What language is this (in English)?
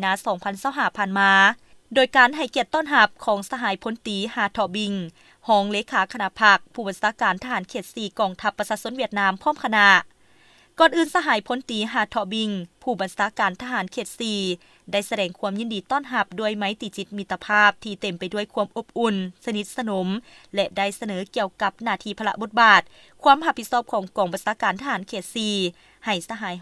Lao